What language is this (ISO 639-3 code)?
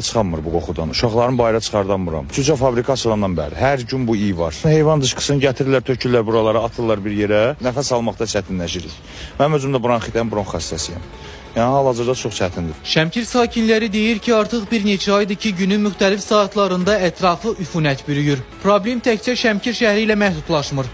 aze